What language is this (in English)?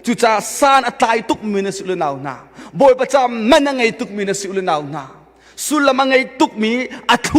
Hakha Chin